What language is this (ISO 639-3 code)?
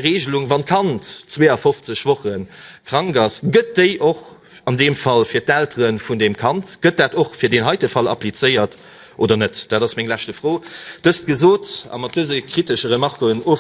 ltz